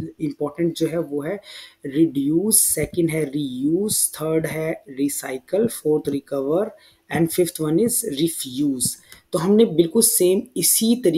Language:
Hindi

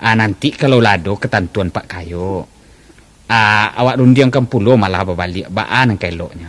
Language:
Minangkabau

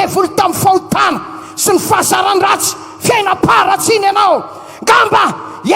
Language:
Malagasy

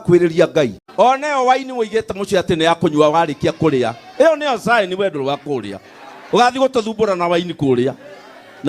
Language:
Kikuyu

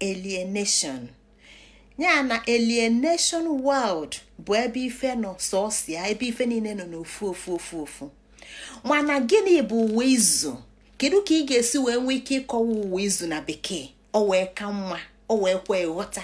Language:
Igbo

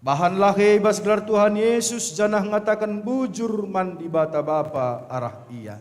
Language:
Batak Karo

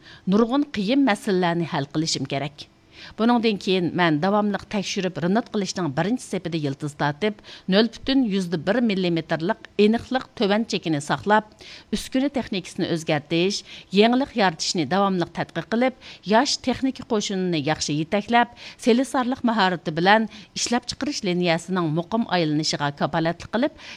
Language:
Uyghur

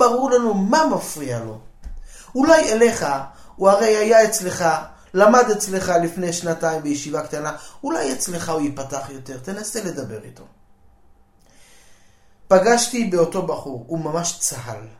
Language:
Hebrew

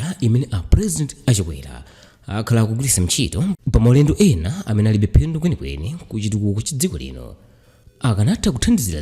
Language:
Nyanja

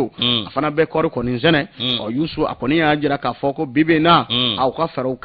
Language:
Bambara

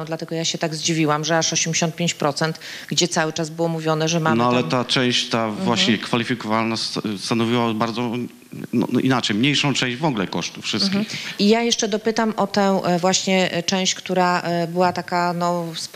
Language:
Polish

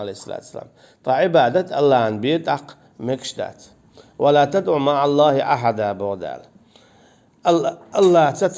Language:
Chechen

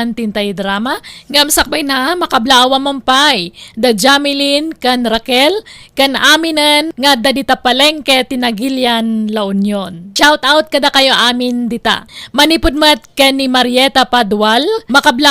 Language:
Iloko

